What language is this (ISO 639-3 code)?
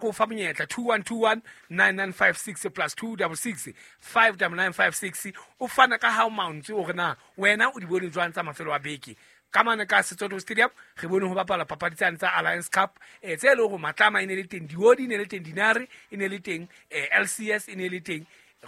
sot